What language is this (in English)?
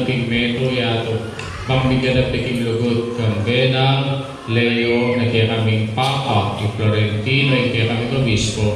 Pampanga